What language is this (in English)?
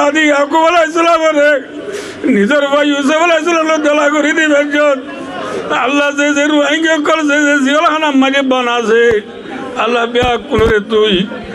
Rohingya